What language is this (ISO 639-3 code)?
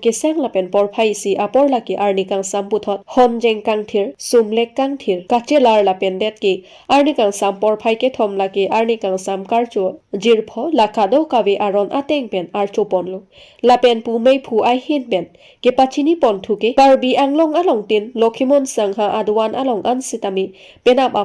mjw